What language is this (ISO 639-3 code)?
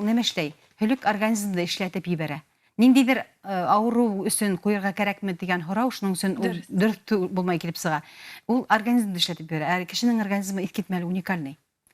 bak